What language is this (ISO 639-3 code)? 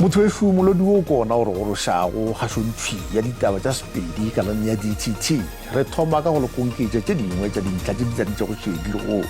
nso